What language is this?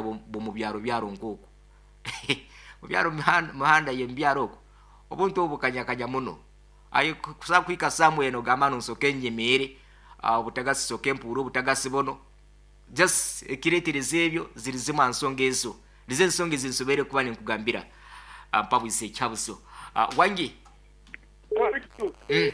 Nyoro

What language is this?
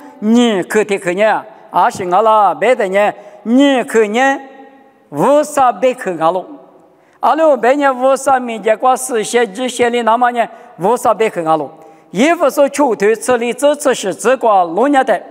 Lisu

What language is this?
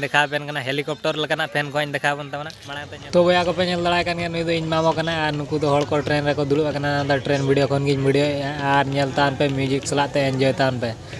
Santali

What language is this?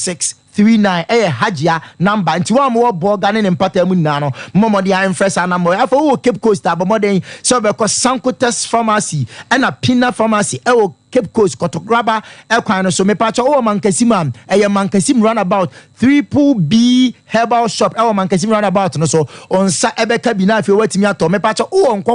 Akan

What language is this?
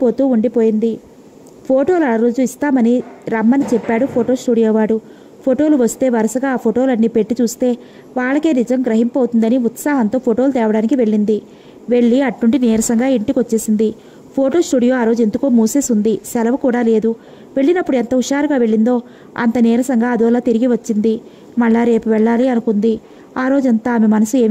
Telugu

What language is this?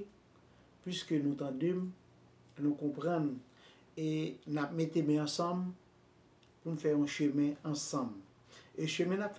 Haitian Creole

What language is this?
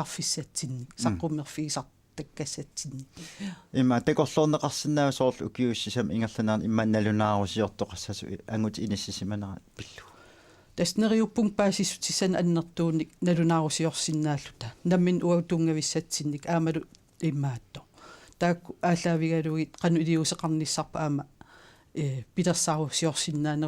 Kalaallisut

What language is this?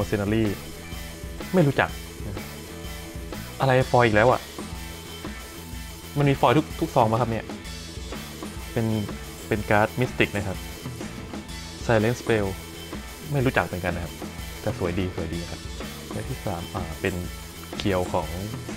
Thai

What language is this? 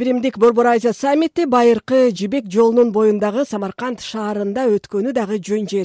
Kyrgyz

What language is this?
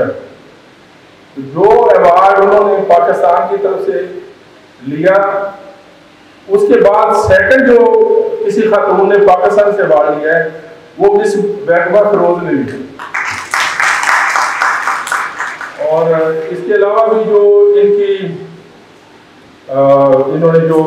Urdu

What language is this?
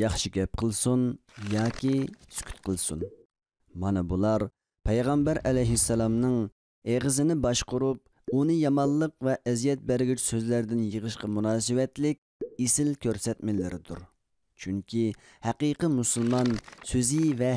Uyghur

